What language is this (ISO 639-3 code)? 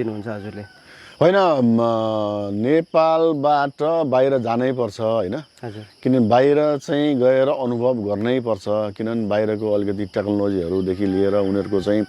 nep